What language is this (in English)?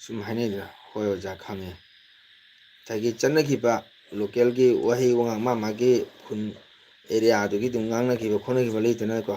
Manipuri